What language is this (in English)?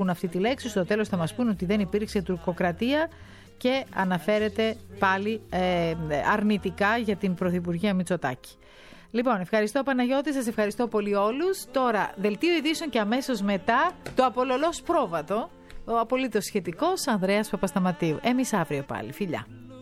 Greek